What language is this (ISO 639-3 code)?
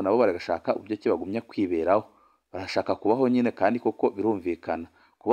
run